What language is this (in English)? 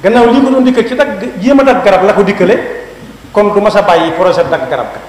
Wolof